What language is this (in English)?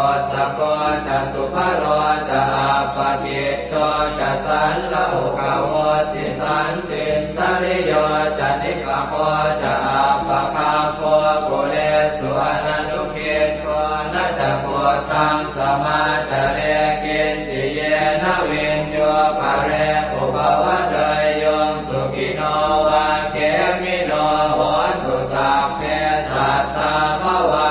Pali